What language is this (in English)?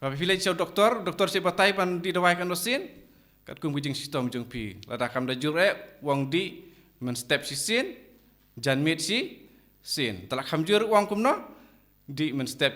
Khasi